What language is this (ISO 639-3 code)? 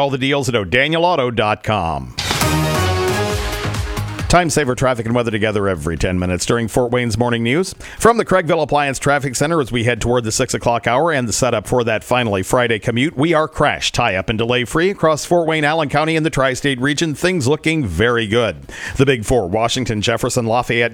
eng